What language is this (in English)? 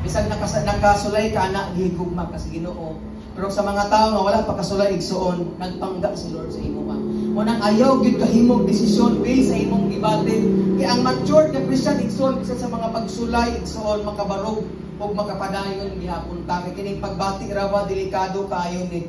Cebuano